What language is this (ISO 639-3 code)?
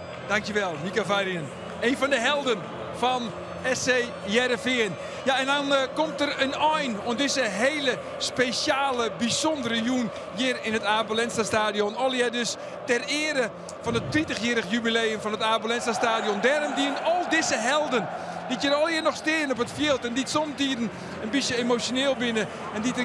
fry